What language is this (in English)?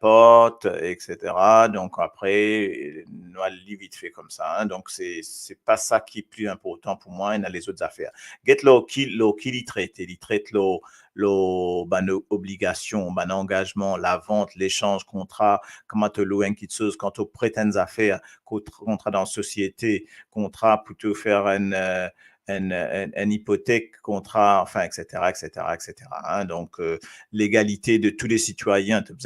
Morisyen